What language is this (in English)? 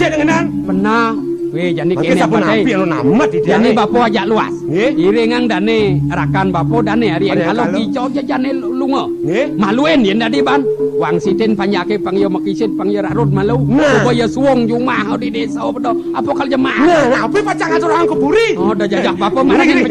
Balinese